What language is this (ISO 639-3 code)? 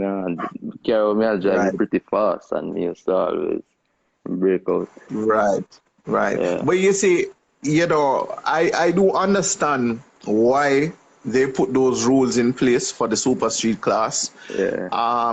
jam